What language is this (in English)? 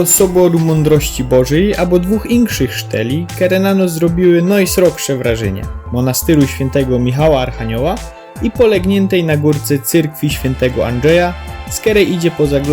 Silesian